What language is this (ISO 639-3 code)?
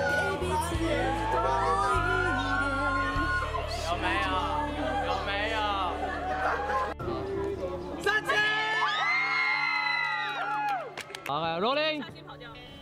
zho